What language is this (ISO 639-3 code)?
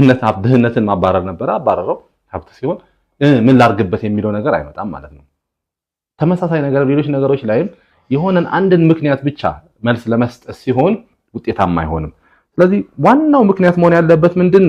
amh